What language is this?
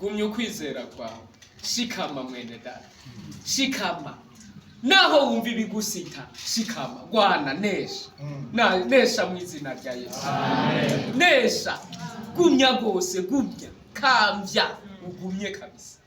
Rundi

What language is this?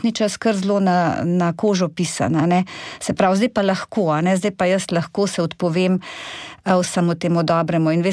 Slovenian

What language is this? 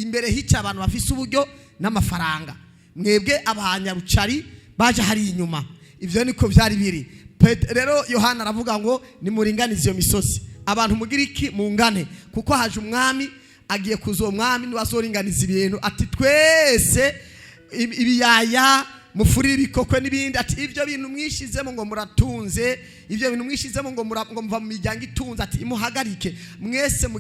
Rundi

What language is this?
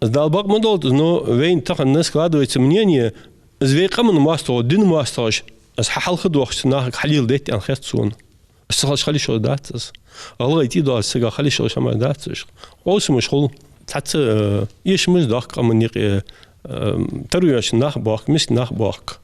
Ingush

